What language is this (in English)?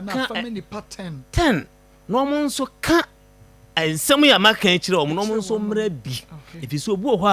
Akan